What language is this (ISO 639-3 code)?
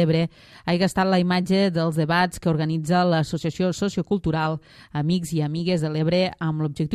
cat